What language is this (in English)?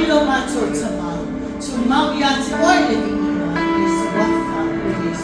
Samoan